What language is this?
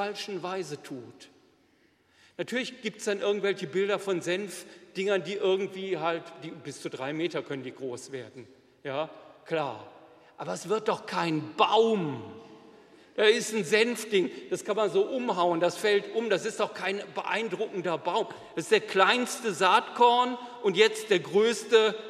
German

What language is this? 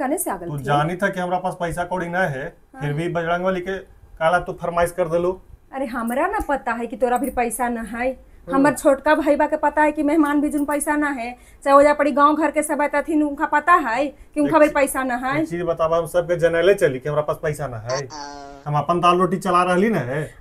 Magahi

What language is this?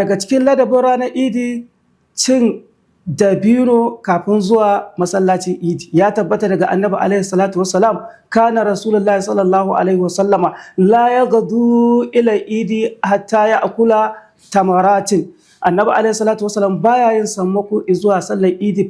Hausa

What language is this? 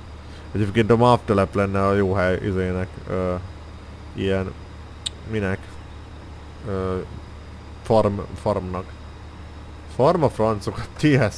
Hungarian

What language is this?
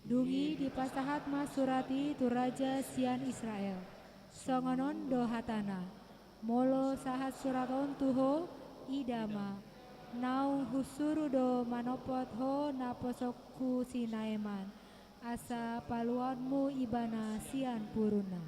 Batak Toba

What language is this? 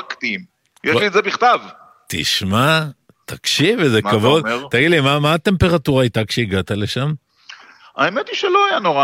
Hebrew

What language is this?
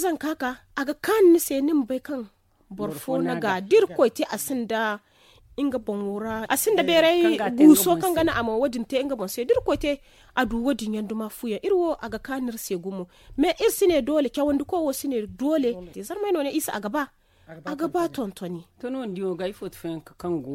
Zarma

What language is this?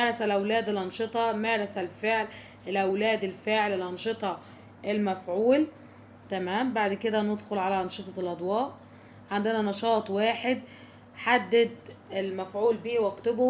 Egyptian Arabic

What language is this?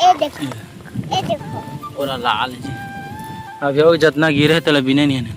Chhattisgarhi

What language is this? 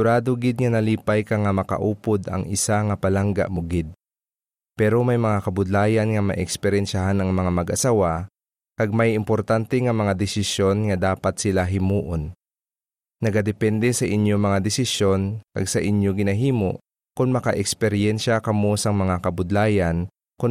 Hiligaynon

